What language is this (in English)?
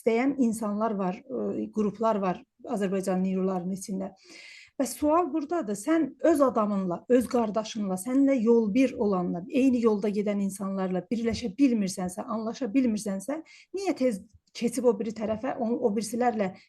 South Azerbaijani